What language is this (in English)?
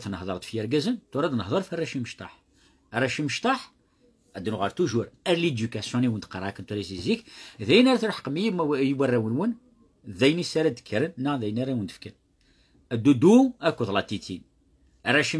Kabyle